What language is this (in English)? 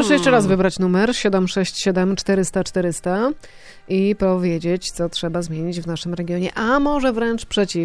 Polish